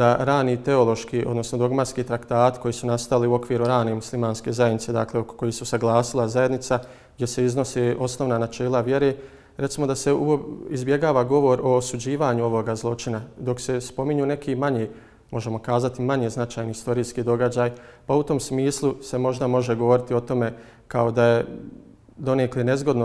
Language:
Bosnian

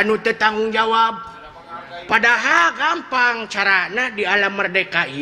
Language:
Sundanese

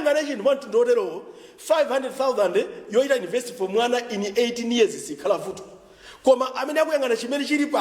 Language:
Nyanja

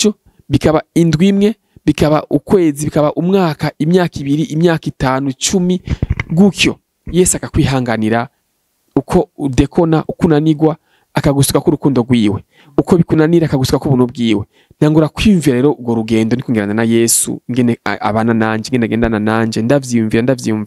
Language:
Rundi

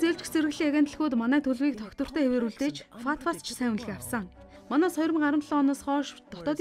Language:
Mongolian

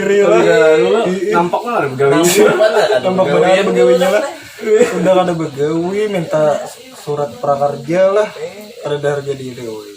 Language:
Banjar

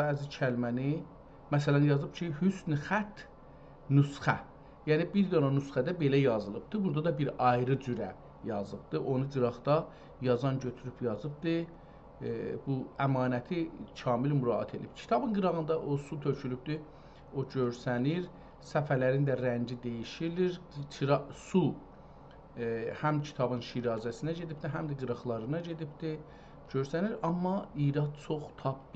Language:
South Azerbaijani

